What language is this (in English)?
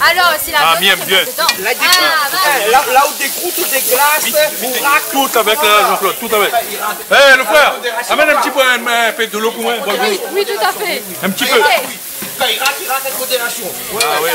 Réunion Creole French